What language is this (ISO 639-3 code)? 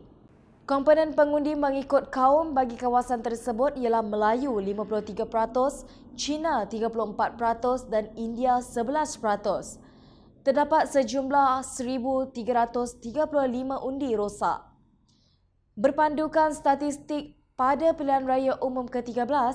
msa